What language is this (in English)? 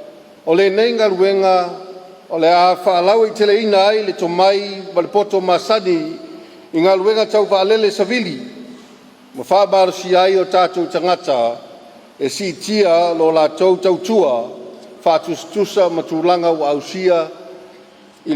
Samoan